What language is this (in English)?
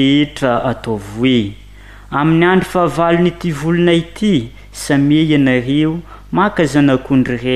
Malagasy